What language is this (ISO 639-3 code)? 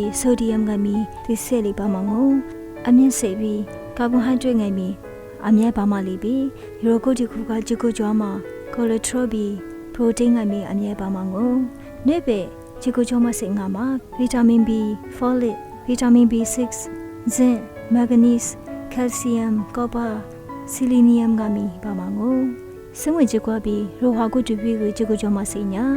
lis